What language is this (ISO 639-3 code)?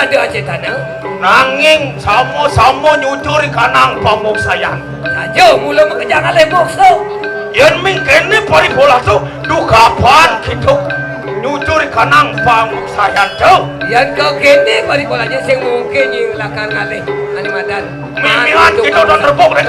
ban